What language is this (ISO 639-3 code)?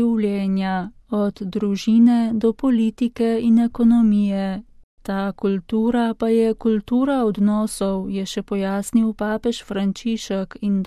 slv